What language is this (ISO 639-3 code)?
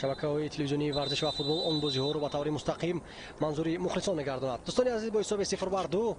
tgk